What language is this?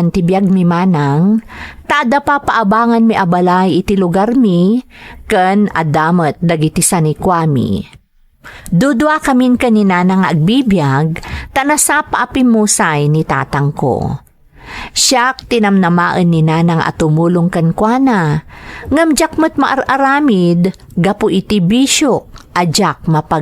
Iloko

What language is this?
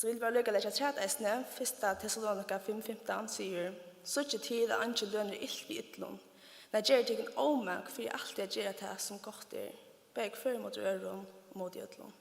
Faroese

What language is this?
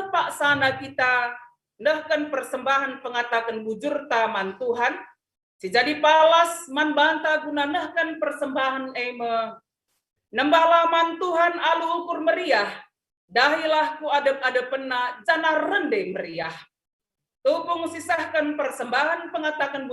Batak Karo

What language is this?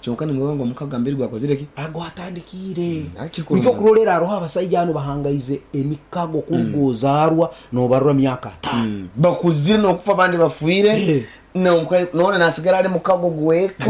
Nyankole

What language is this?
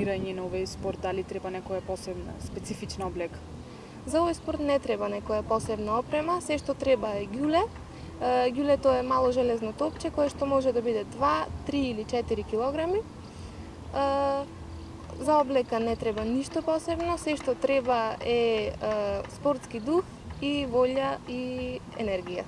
Macedonian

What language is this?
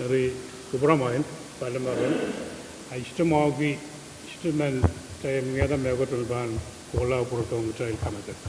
Pohnpeian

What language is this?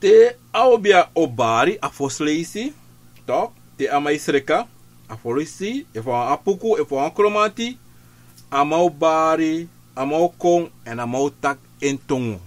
Sranan Tongo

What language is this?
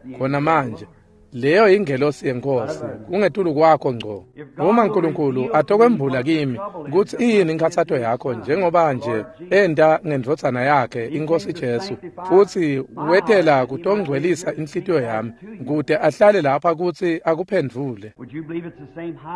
Swati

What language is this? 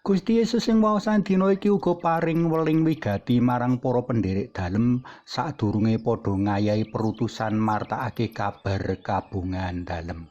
Javanese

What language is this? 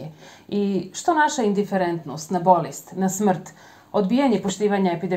Bosnian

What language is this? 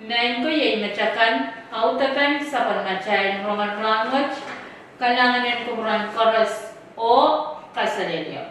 Pohnpeian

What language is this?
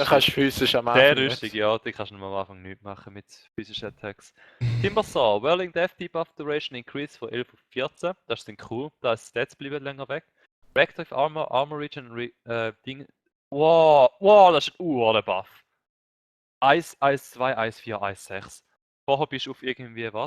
Swiss German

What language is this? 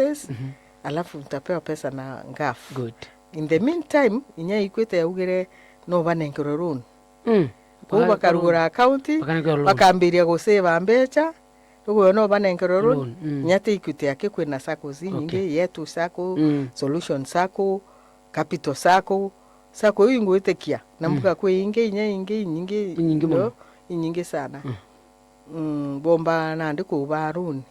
Meru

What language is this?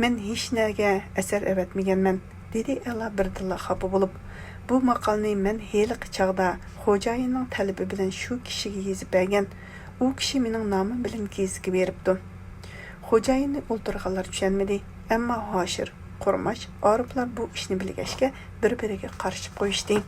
Uyghur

